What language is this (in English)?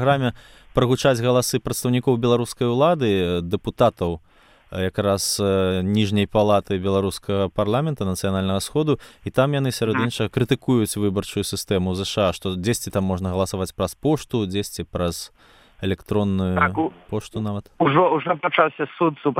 Belarusian